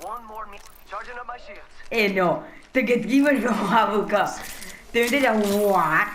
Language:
Morisyen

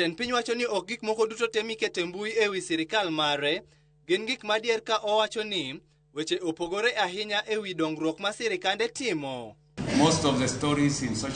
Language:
Luo (Kenya and Tanzania)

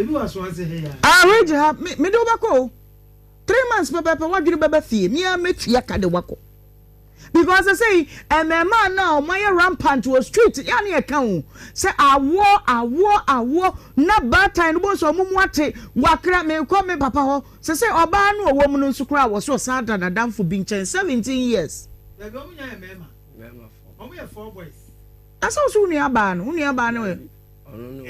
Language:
Akan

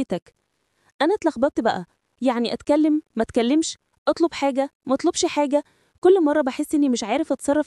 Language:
Egyptian Arabic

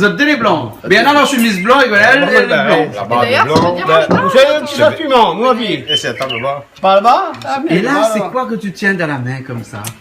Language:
Réunion Creole French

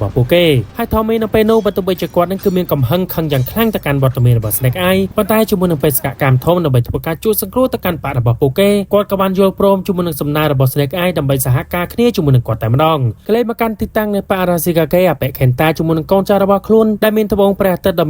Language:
Khmer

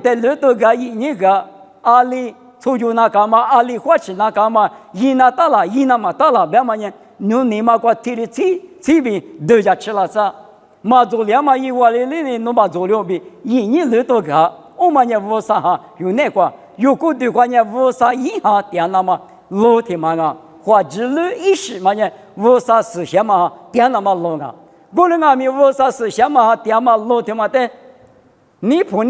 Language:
Lisu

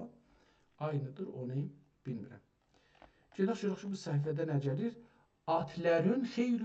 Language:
South Azerbaijani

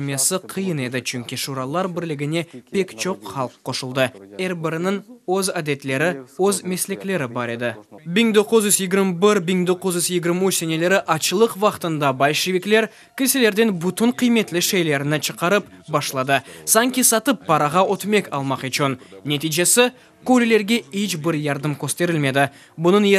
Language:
Crimean Tatar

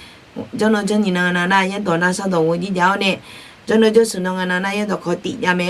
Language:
Akha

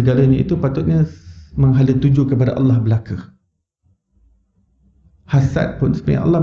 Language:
Malay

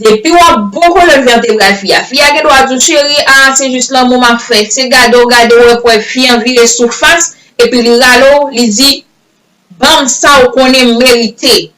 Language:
Haitian Creole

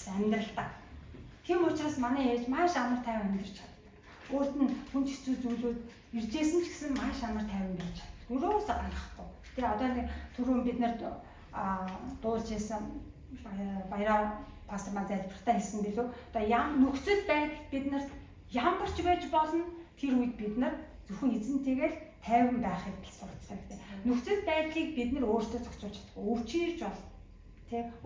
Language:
Mongolian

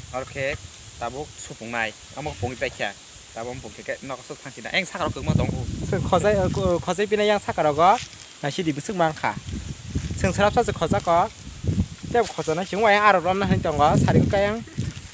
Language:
Kok Borok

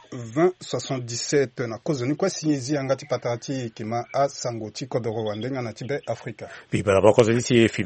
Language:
Sango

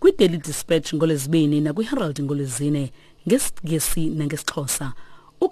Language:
Xhosa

